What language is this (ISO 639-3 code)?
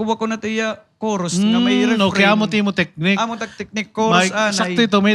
war